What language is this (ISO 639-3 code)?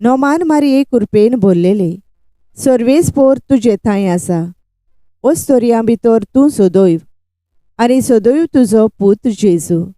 kok